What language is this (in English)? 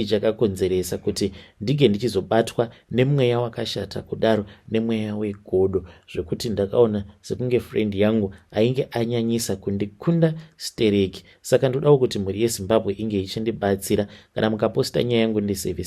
Shona